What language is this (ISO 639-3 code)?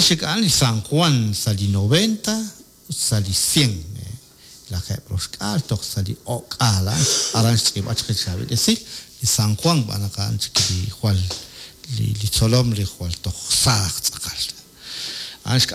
kek